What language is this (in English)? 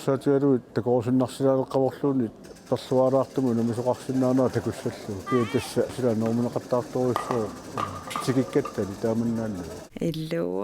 Kalaallisut